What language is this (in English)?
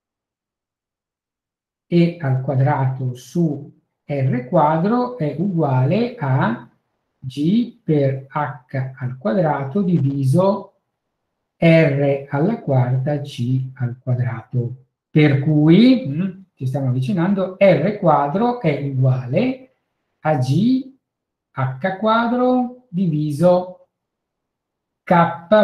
Italian